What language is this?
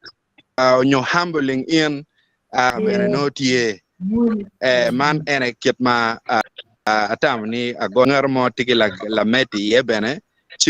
Acoli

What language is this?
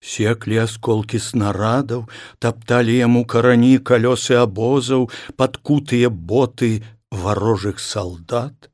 Belarusian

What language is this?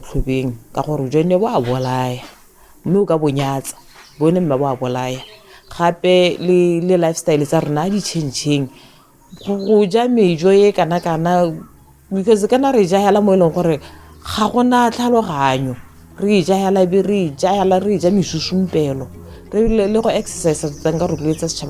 Tswana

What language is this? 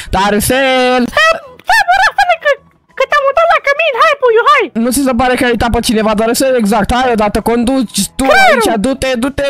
Romanian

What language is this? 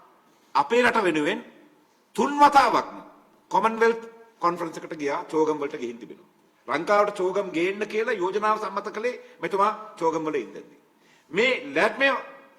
Sinhala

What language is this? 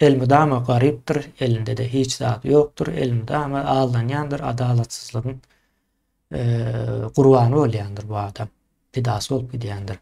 Turkmen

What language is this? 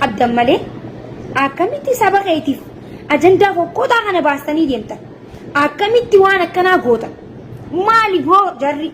Oromo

